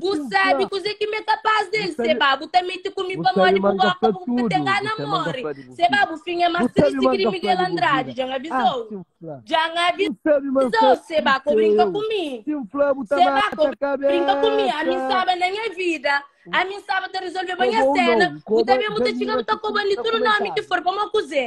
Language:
Kabuverdianu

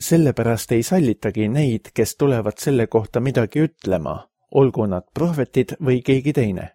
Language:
Estonian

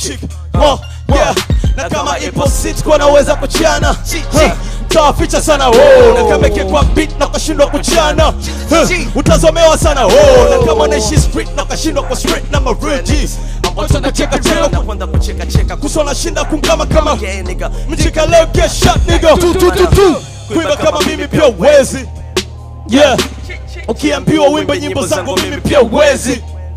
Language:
Swahili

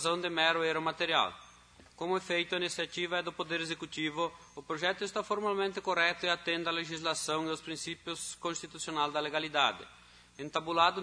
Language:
Portuguese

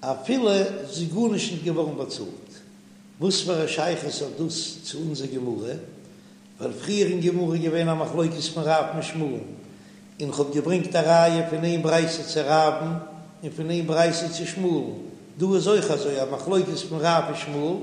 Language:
Yiddish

